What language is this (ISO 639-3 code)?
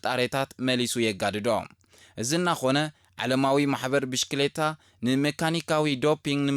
tir